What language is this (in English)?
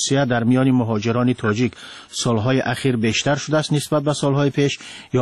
Persian